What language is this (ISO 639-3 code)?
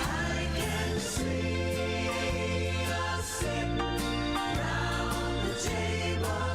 gil